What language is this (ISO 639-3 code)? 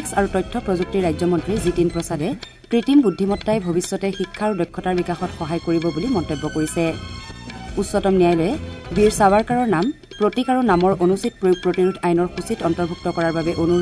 asm